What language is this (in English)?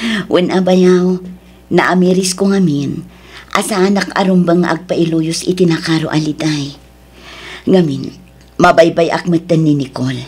Iloko